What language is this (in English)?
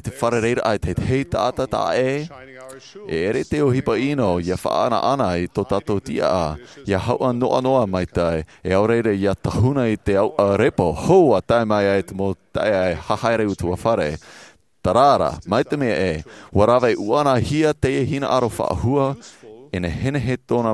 Tahitian